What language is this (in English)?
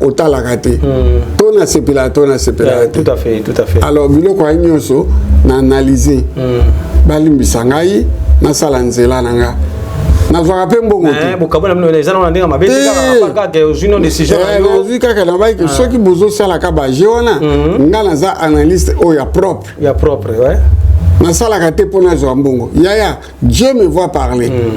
Lingala